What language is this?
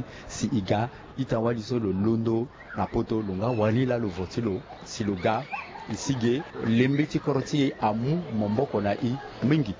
Sango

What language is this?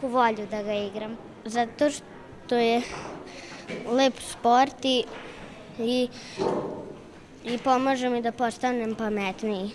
Serbian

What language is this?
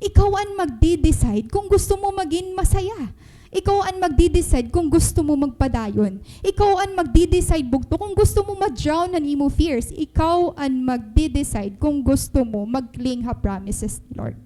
Waray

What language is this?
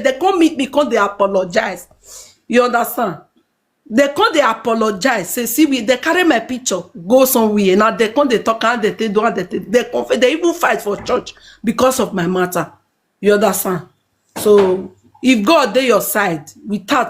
Nigerian Pidgin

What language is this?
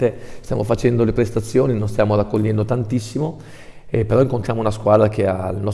Italian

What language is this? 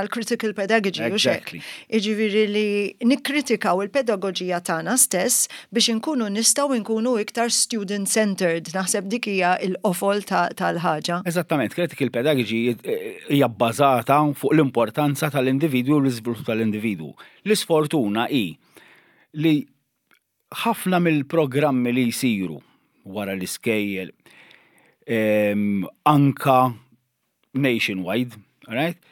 Maltese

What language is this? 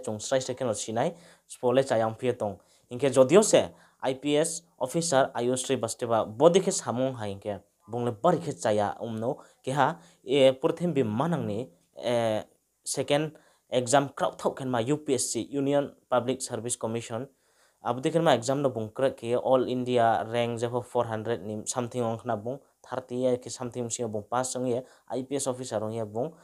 Riang (India)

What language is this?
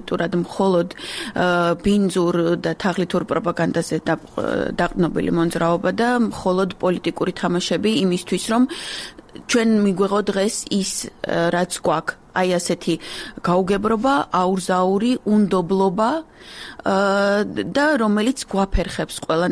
Georgian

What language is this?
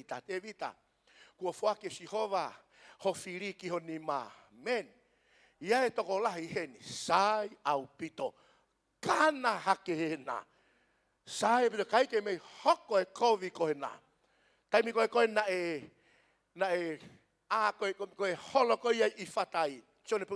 Tongan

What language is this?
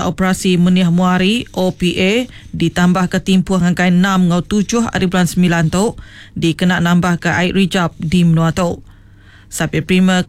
Iban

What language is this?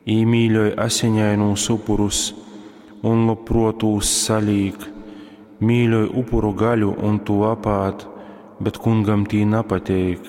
Latgalian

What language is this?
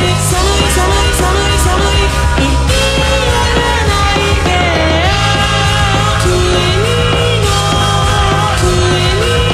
Japanese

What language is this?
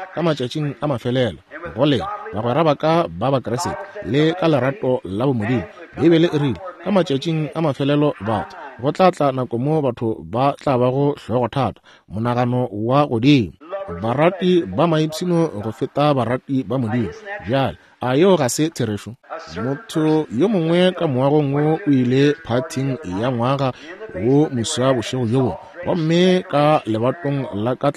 Northern Sotho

